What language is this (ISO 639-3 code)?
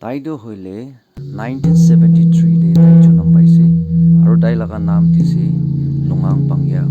nag